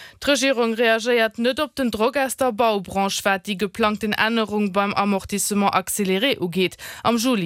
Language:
Luxembourgish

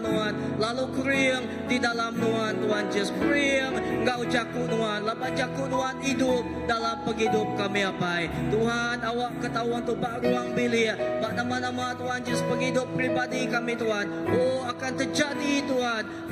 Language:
Iban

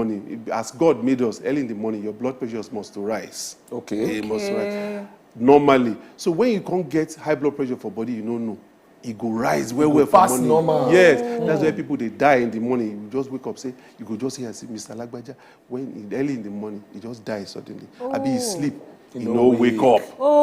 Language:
Nigerian Pidgin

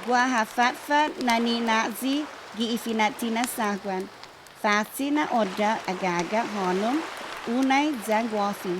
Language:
Chamorro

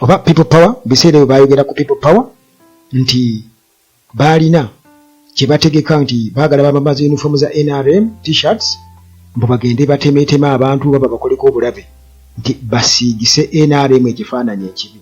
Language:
Ganda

